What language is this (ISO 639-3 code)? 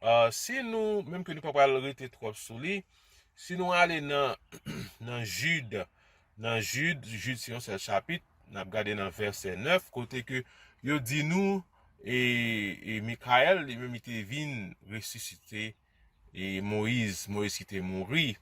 hat